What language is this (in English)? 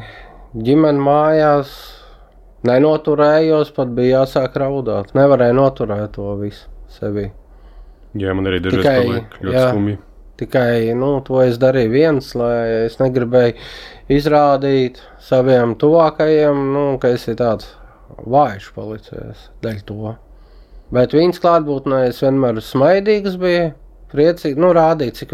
Latvian